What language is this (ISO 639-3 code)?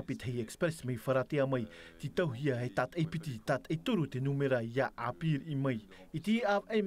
tah